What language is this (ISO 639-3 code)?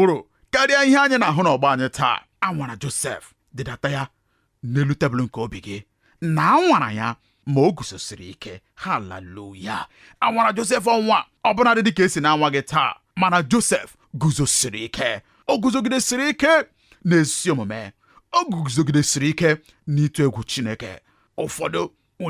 ibo